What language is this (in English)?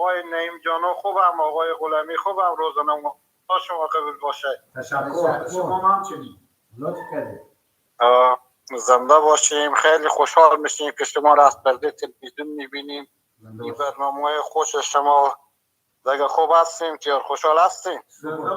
Persian